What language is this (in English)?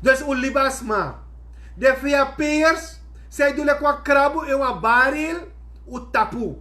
Sranan Tongo